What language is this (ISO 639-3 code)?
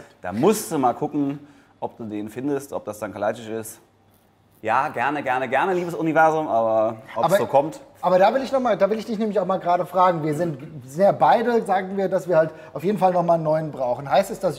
deu